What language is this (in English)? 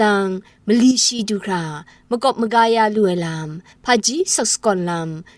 Kachin